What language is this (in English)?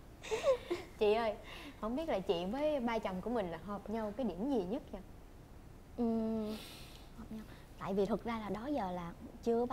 Vietnamese